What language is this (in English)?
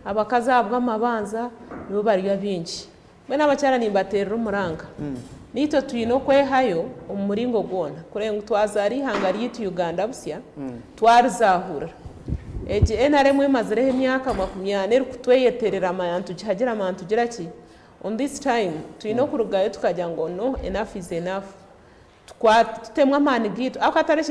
Nyankole